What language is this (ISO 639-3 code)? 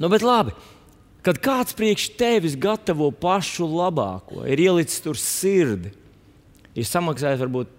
lav